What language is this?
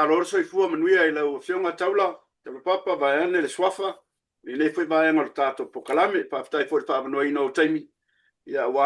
Samoan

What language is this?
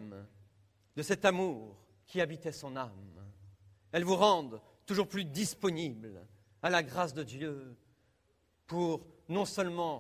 French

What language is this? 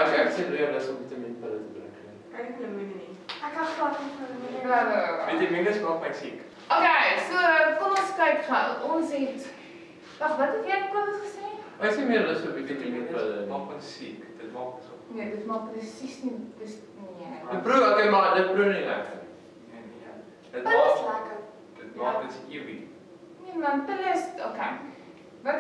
Afrikaans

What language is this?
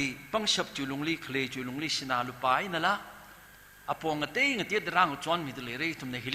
Tangkhul Naga (India)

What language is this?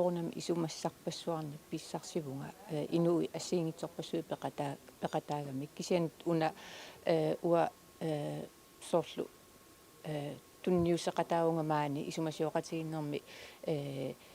Kalaallisut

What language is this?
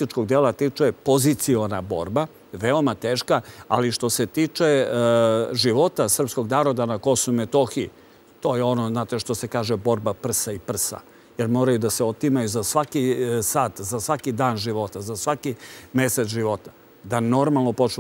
Serbian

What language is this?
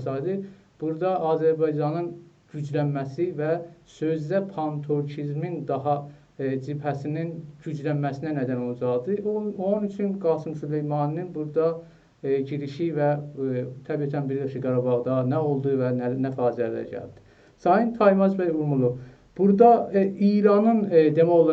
South Azerbaijani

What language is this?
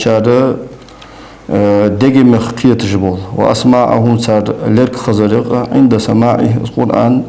Ingush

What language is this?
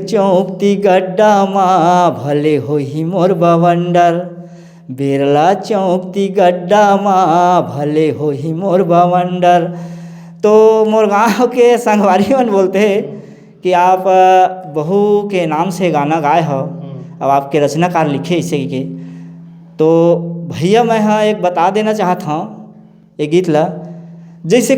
Chhattisgarhi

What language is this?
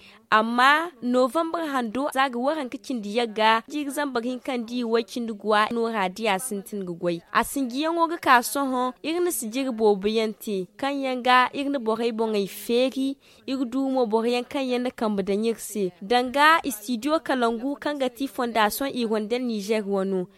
Zarma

